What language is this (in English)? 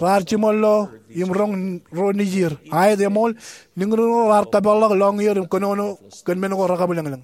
Marshallese